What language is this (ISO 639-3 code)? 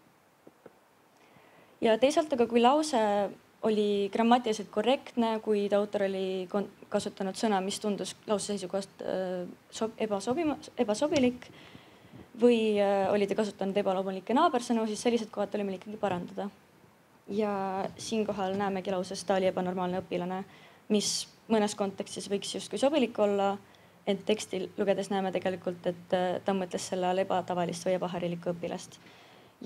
est